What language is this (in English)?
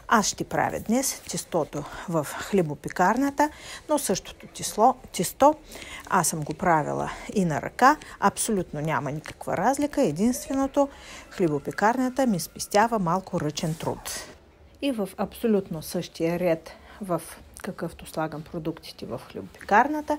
Bulgarian